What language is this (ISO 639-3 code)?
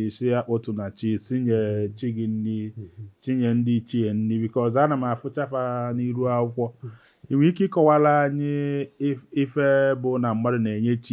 ibo